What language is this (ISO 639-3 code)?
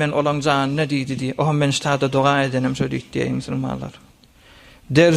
tuk